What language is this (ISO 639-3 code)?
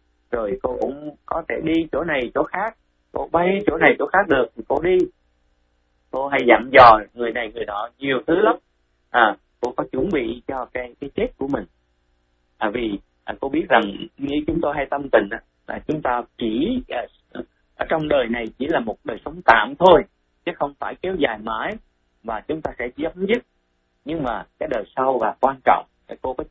vie